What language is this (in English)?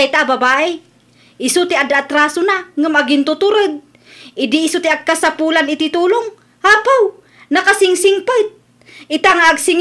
Iloko